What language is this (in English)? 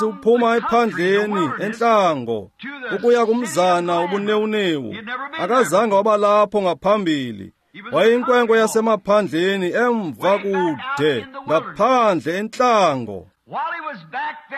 Xhosa